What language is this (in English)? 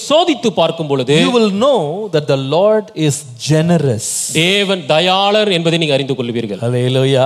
Tamil